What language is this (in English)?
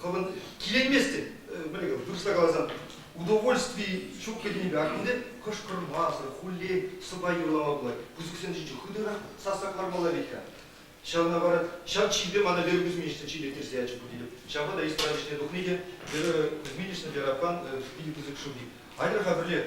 Chuvash